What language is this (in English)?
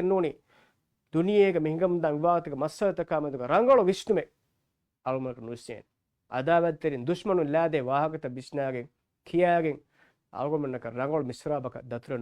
Divehi